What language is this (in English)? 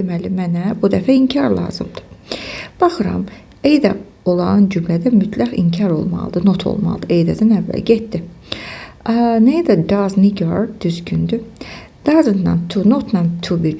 Azerbaijani